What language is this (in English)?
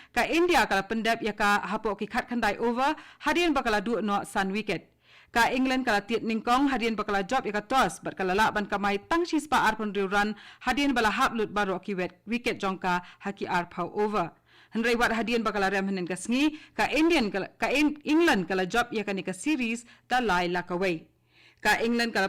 Khasi